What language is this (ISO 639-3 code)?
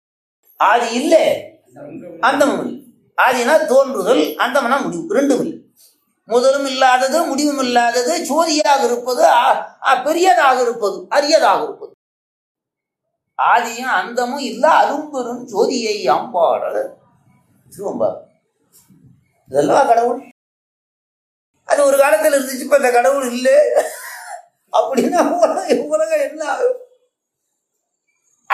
tam